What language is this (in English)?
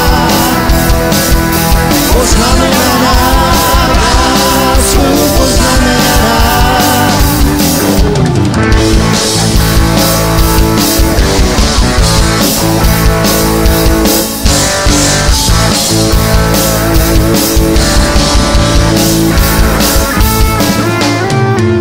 Czech